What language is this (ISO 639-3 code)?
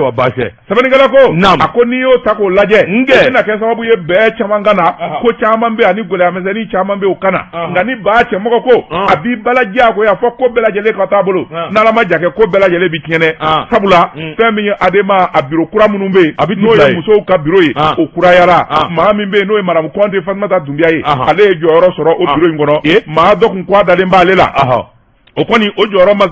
bam